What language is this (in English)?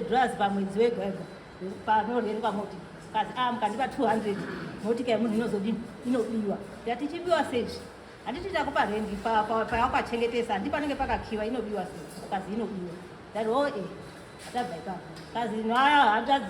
Shona